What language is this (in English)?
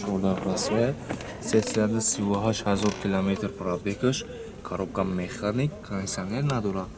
Tajik